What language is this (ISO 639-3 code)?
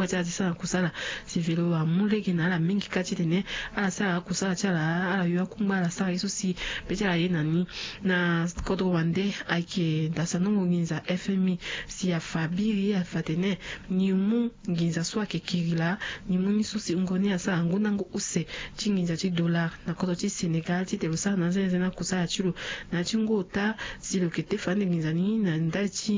sag